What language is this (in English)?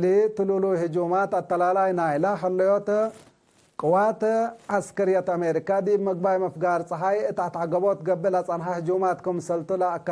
Tigre